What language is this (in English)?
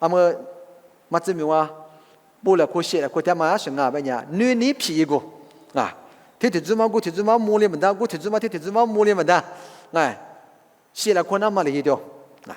Lisu